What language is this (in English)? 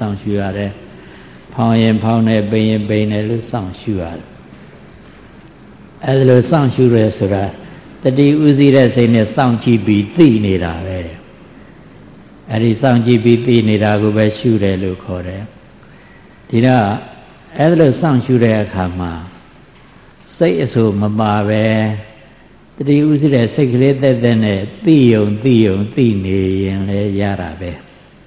Burmese